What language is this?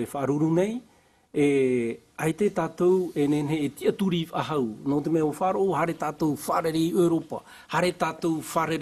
Tahitian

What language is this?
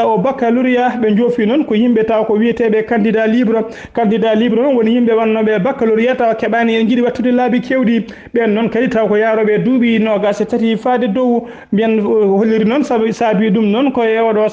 Fula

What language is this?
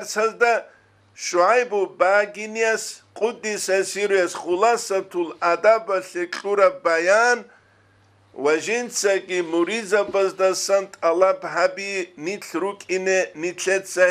Avaric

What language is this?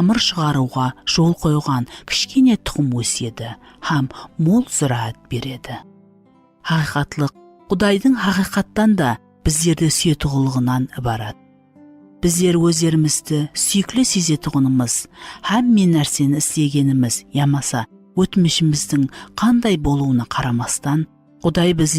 Kara-Kalpak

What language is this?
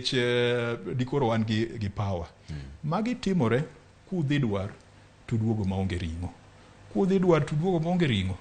Luo (Kenya and Tanzania)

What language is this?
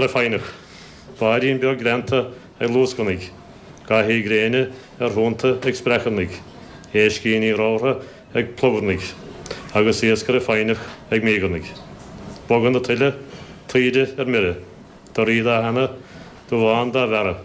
Irish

